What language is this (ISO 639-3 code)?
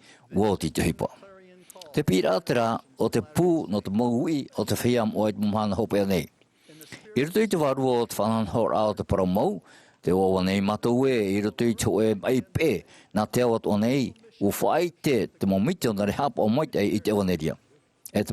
tah